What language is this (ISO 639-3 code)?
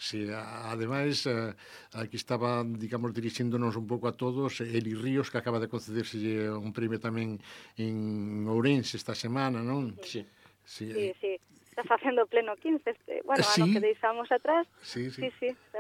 glg